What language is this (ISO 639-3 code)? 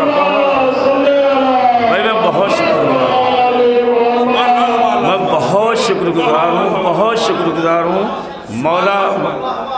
urd